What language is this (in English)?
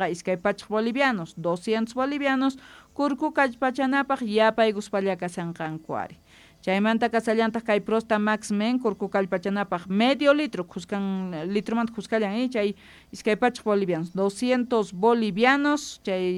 South Bolivian Quechua